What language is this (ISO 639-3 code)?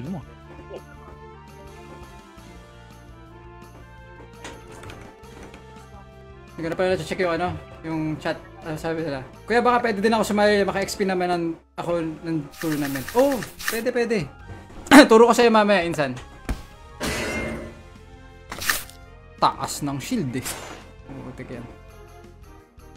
fil